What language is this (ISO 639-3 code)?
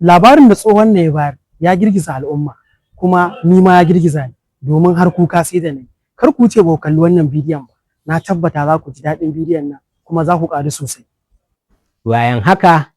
hau